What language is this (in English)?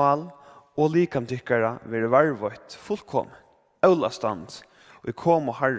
Faroese